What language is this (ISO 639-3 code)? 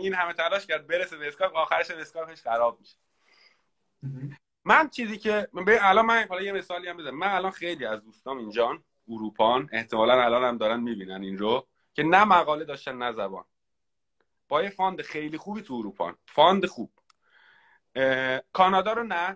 fas